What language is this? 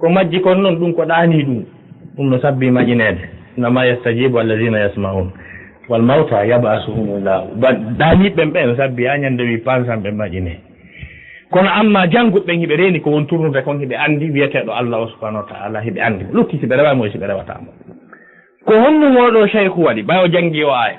Fula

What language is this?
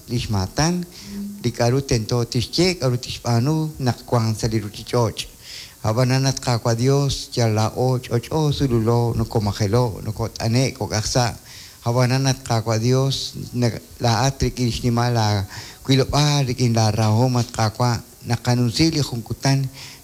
Kekchí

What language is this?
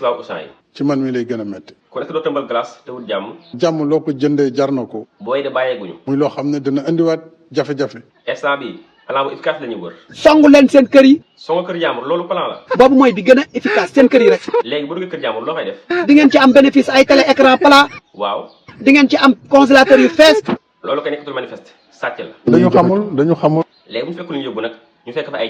Wolof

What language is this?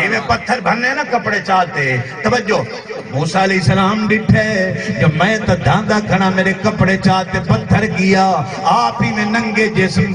Saraiki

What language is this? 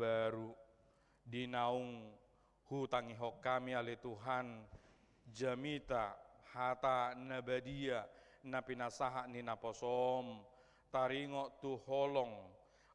Batak Toba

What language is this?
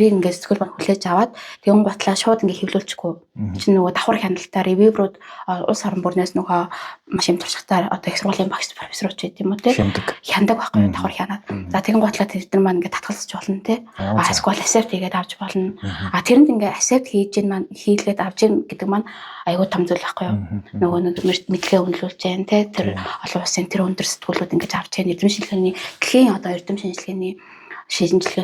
Mongolian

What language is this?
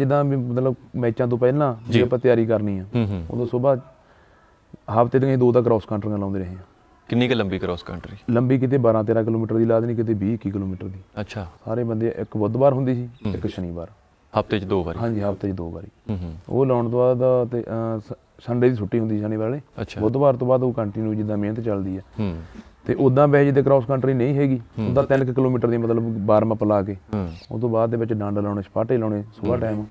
Punjabi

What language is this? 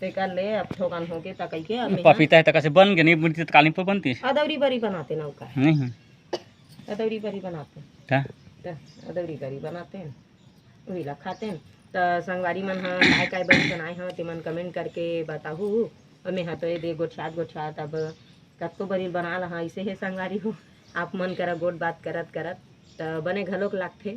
Chhattisgarhi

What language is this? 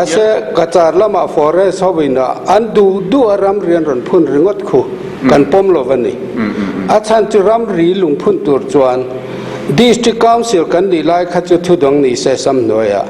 Mizo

